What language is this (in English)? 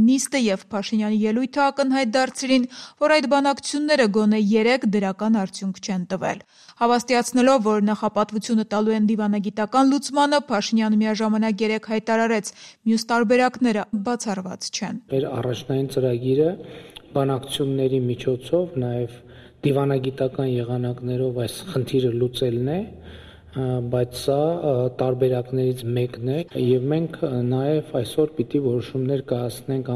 Armenian